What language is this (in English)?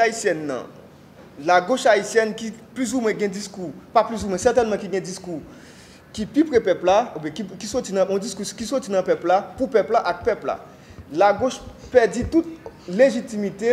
Haitian Creole